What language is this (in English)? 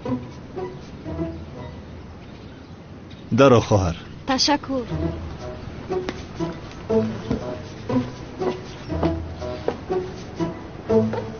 Persian